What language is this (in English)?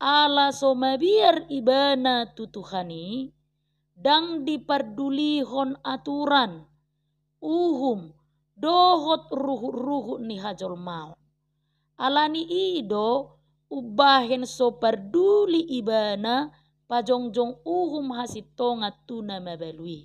Batak Toba